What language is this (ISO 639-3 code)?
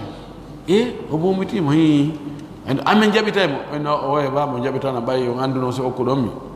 fuf